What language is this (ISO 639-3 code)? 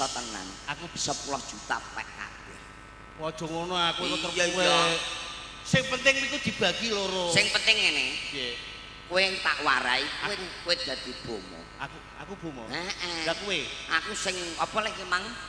jav